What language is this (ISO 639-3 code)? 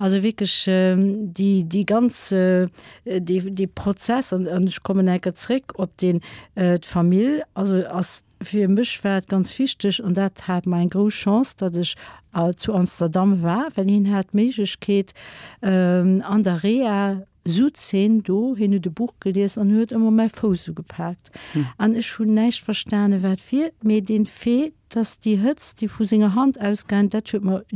ltz